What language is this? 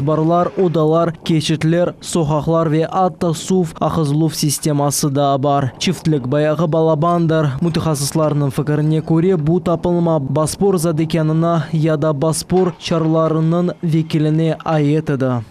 Crimean Tatar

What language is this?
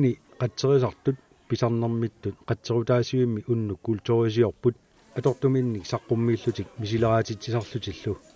Kalaallisut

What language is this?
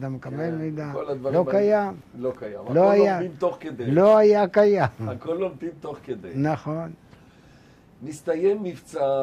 Hebrew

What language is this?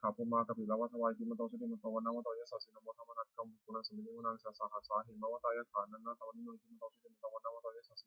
Pali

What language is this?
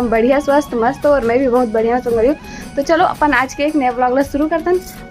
Chhattisgarhi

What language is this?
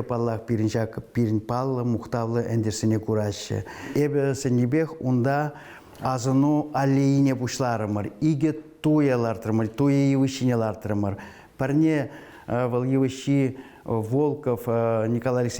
Chuvash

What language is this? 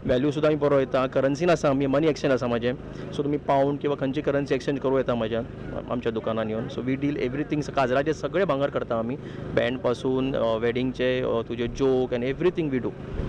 Konkani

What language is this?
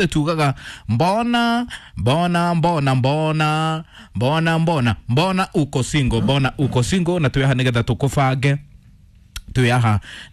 Kikuyu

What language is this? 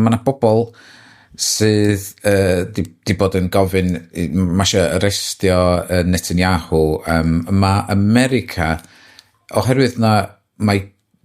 Welsh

